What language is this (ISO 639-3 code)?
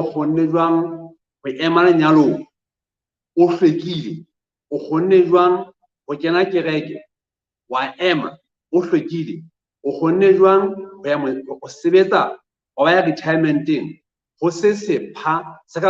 sot